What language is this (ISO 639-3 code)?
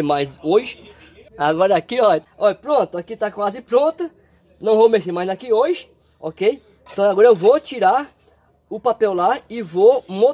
por